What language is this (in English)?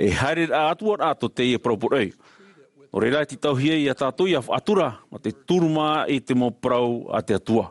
Tahitian